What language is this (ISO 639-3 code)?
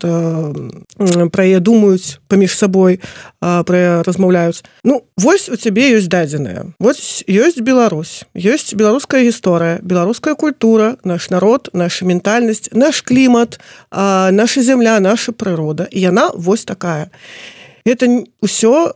bel